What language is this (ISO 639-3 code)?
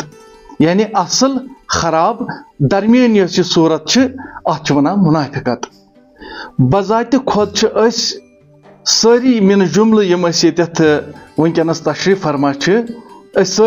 kas